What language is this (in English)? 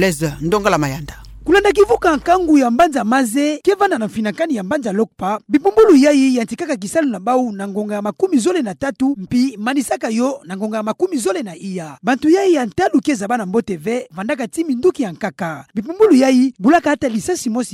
Kituba (Democratic Republic of Congo)